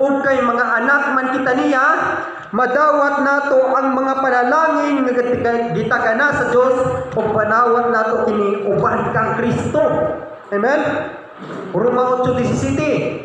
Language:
Cebuano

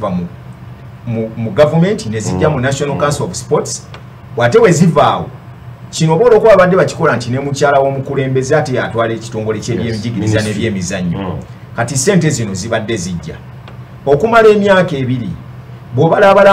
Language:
Ganda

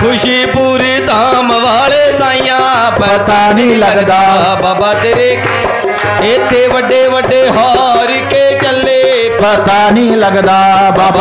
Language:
Punjabi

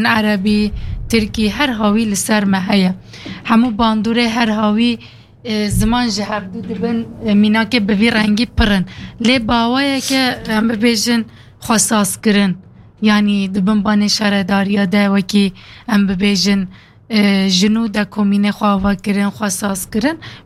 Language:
Kurdish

